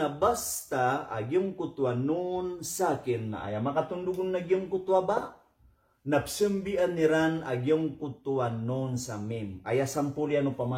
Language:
Maranao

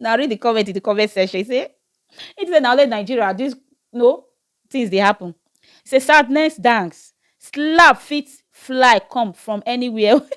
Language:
Nigerian Pidgin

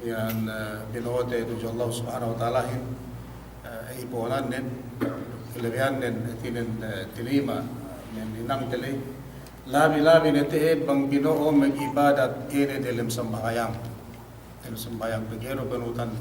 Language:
Yakan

